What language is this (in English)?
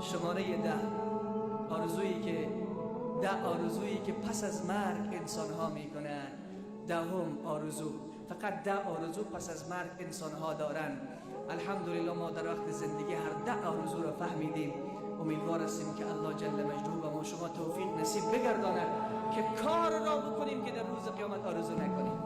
Persian